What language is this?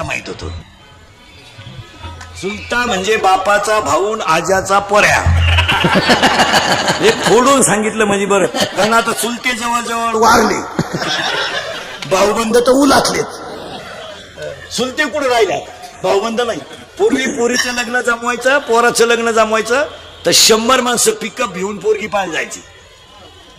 Marathi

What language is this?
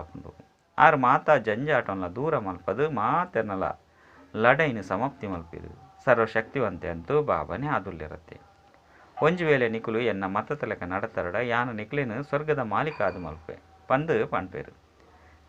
Tulu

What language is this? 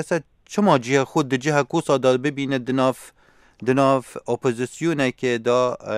Kurdish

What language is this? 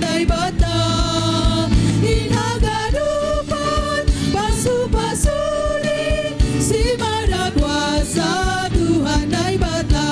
Batak Simalungun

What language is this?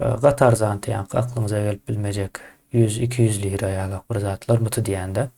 Turkmen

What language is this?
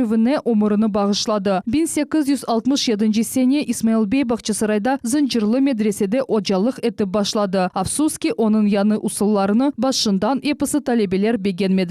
Crimean Tatar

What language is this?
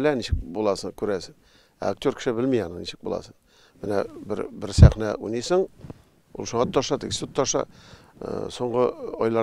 Tatar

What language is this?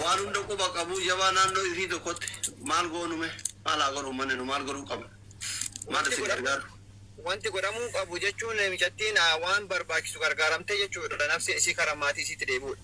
Oromo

